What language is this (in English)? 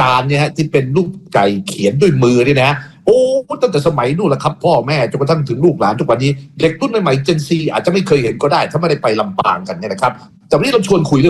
Thai